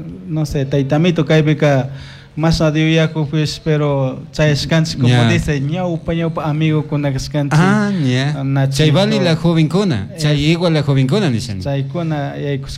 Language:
Chimborazo Highland Quichua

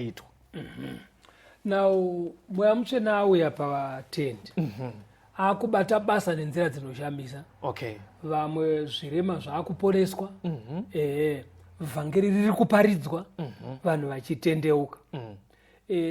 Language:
Shona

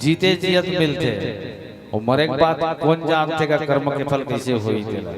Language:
Chhattisgarhi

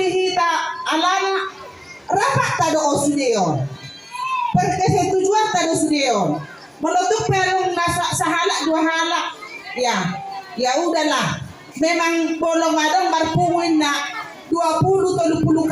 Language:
Batak Toba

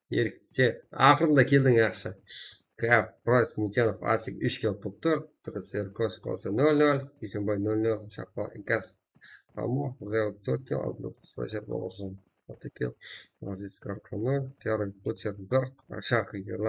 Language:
Kara-Kalpak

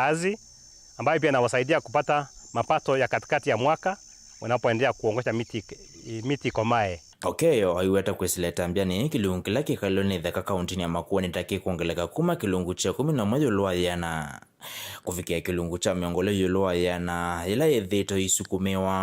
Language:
Kamba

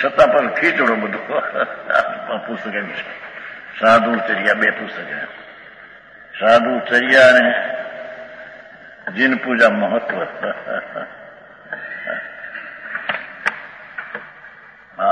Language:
Gujarati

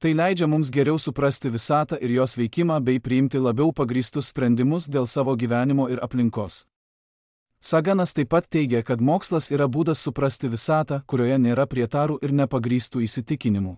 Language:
Lithuanian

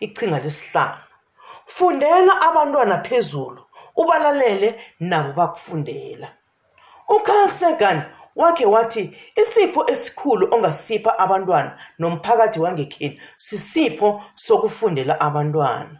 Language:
South Ndebele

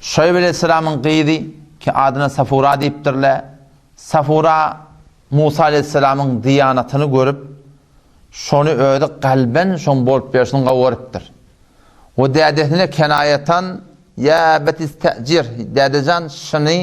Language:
Turkmen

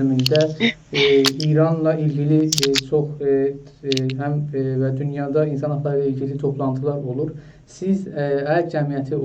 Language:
South Azerbaijani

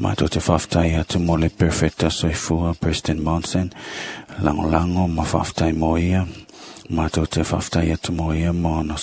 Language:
Samoan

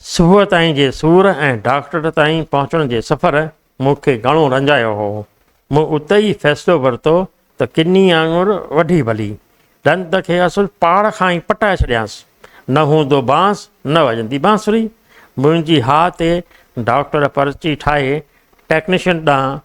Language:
Sindhi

